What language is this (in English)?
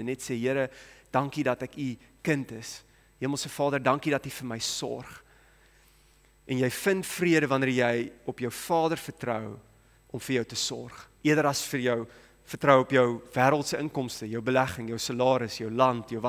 Afrikaans